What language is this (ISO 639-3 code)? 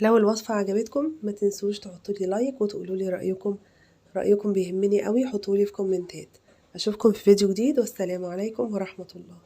arz